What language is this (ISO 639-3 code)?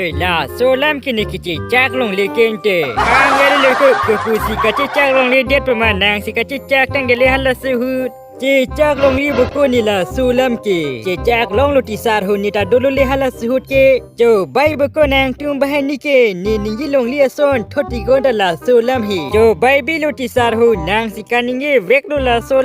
mjw